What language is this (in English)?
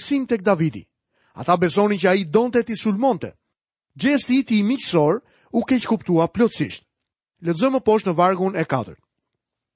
Albanian